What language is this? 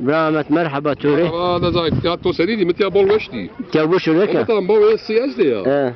Zaza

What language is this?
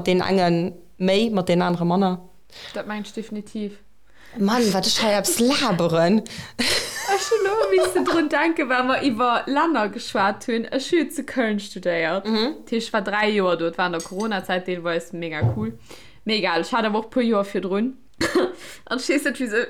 Luxembourgish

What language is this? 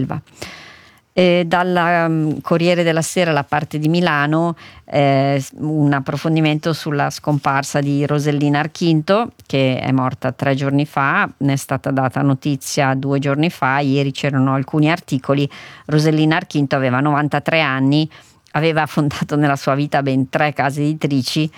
Italian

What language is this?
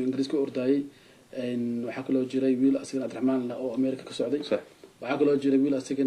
Somali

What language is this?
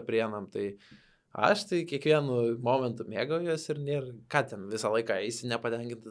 Lithuanian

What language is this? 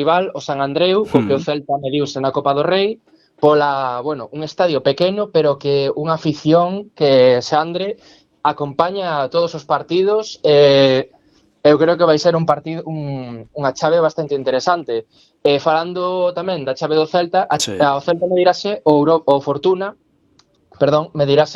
Galician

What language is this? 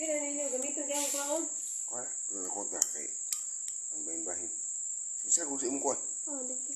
Cebuano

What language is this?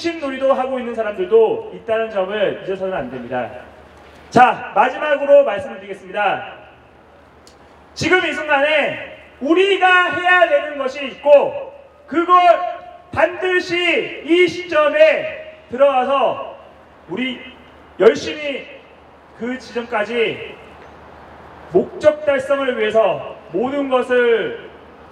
Korean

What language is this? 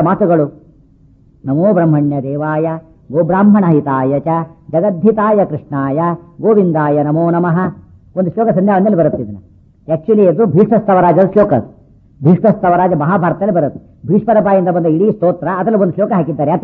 Kannada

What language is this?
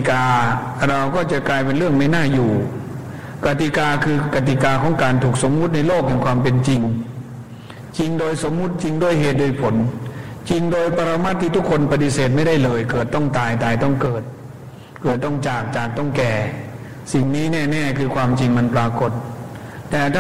Thai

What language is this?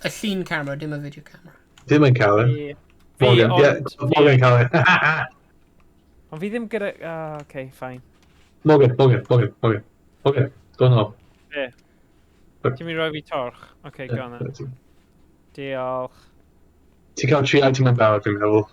Welsh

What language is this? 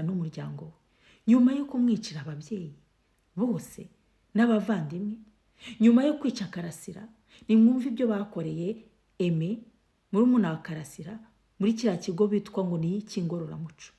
Kinyarwanda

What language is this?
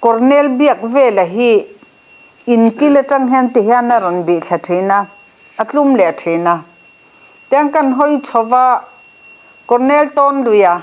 Mizo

